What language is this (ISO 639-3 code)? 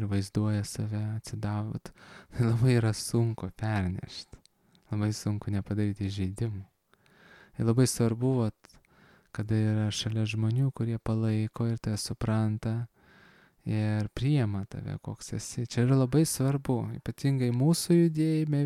lit